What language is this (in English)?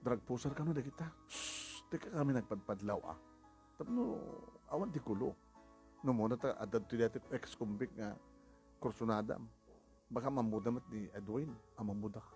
Iloko